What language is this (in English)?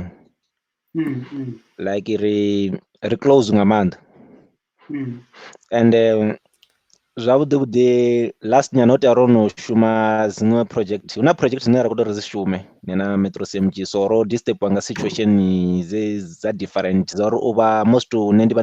Venda